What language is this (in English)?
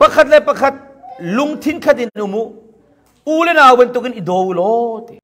Hakha Chin